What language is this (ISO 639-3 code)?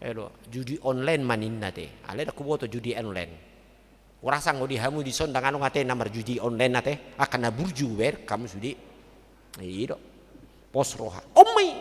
bbc